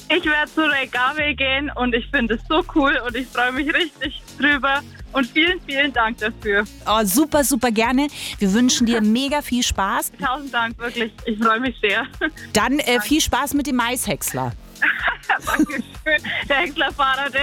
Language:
German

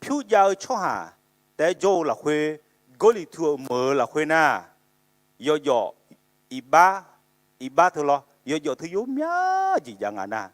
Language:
Akha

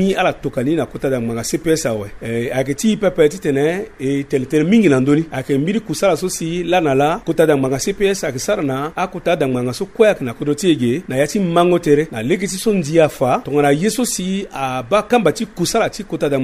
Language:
Sango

